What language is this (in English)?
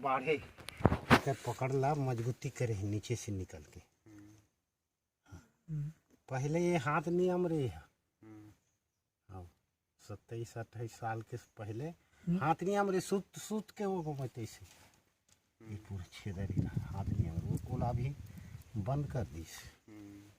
Chhattisgarhi